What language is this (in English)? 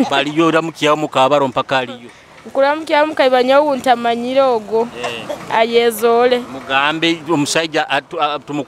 Nyoro